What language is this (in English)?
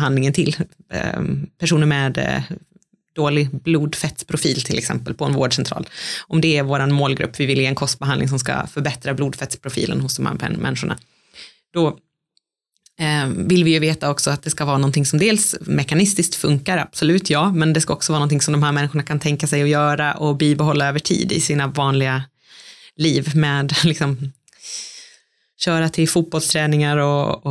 Swedish